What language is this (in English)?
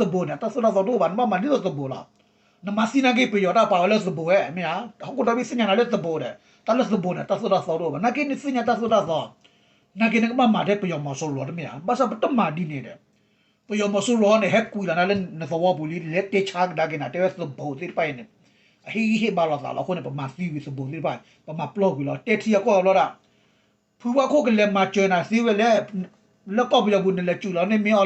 S'gaw Karen